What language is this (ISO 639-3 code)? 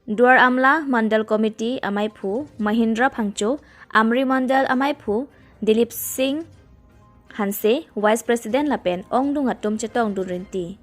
mjw